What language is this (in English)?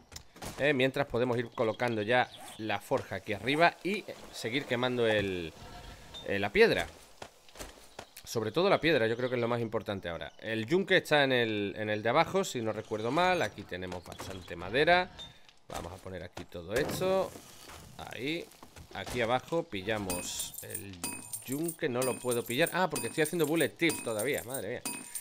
Spanish